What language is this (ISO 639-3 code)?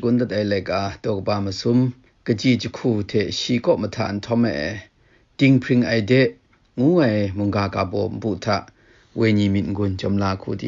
kac